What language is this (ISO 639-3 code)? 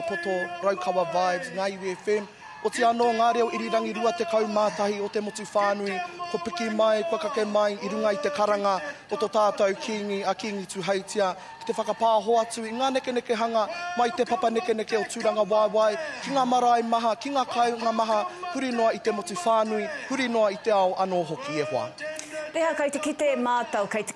mri